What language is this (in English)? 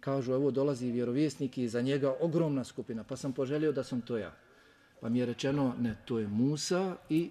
Bosnian